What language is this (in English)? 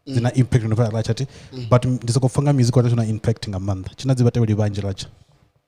Venda